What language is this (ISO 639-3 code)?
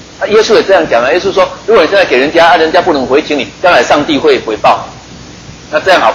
zho